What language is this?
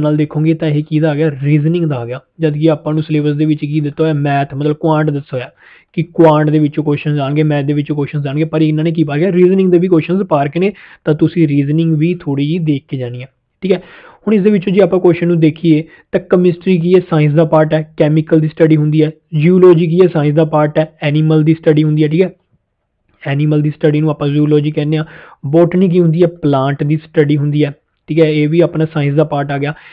Punjabi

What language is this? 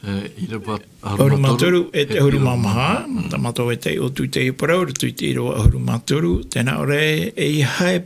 Tahitian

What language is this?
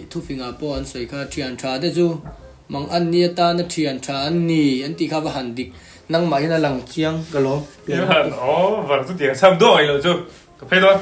Mizo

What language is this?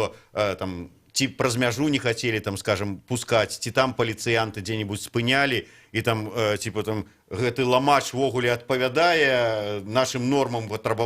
Belarusian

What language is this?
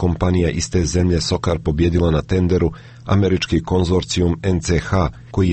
Serbian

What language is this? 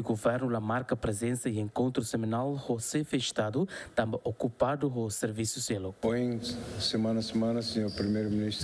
Tetum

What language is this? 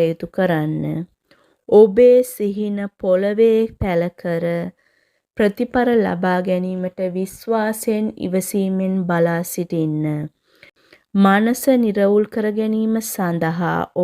Sinhala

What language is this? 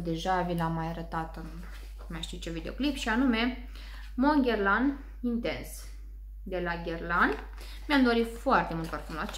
Romanian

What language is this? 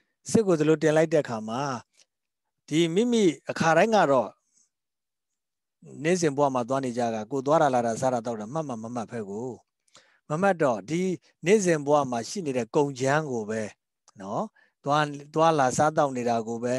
Burmese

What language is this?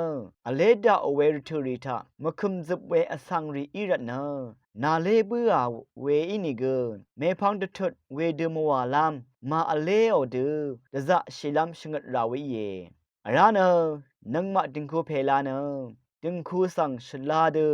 Rawang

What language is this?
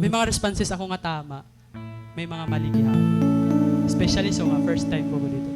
Waray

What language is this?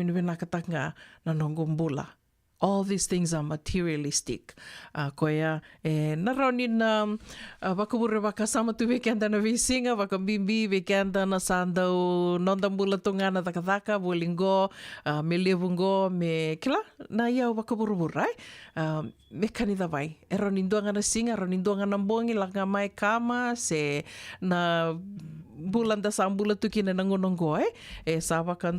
Fijian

